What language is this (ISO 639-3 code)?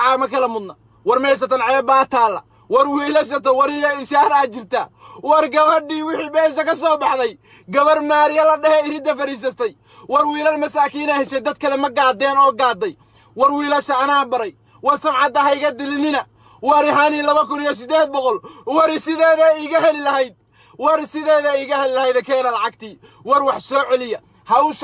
som